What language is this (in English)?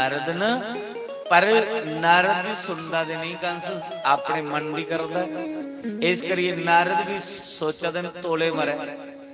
Dogri